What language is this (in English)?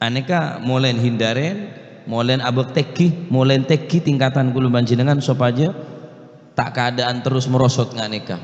Madurese